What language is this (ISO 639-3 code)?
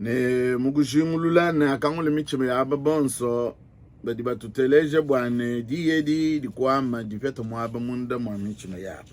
lua